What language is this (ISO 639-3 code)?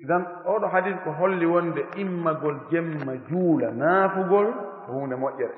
fuf